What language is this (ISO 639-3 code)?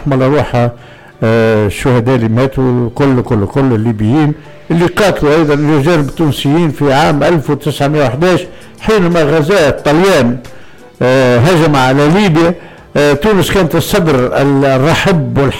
aeb